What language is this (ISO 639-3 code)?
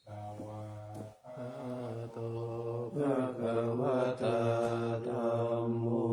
pli